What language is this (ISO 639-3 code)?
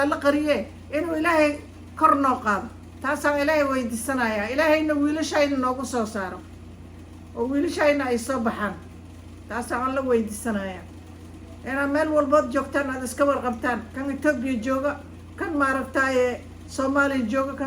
som